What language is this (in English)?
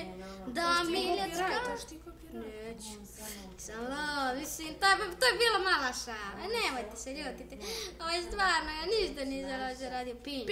Bosnian